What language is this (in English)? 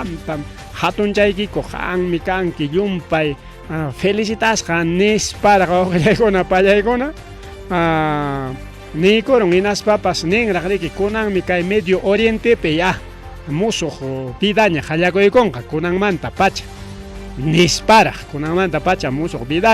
Ayacucho Quechua